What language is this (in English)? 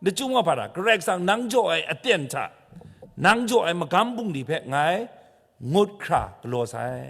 Kachin